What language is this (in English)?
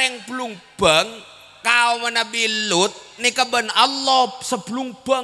Madurese